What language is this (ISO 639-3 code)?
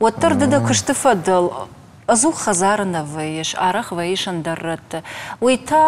oss